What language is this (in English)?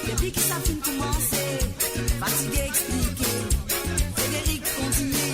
Morisyen